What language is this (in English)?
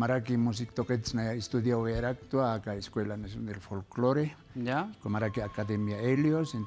Aymara